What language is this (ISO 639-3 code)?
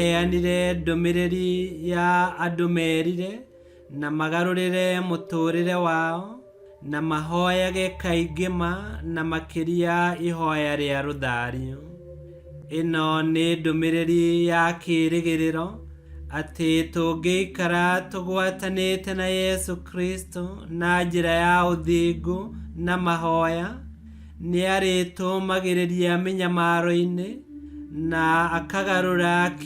kik